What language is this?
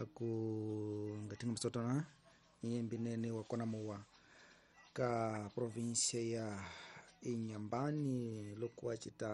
Tsonga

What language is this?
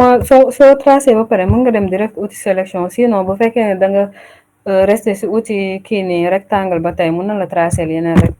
Wolof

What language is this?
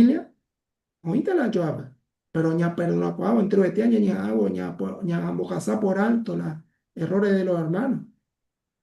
Guarani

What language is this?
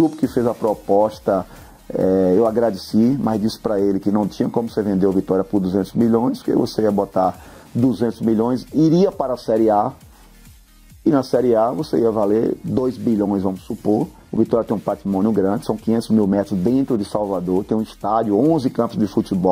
Portuguese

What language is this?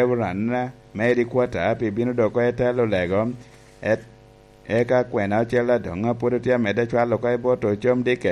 Lango (Uganda)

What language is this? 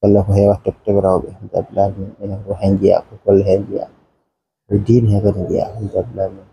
Fula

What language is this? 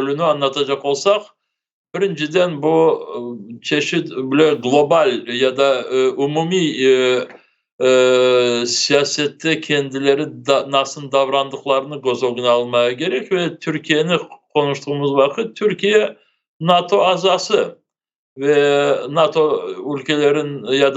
Crimean Tatar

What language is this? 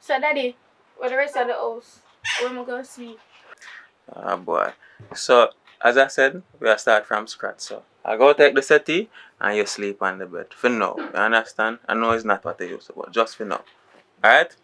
Jamaican Creole English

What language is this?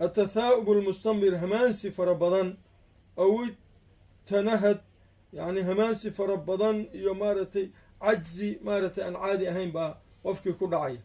Somali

